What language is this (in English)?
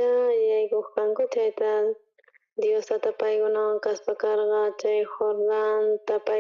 South Bolivian Quechua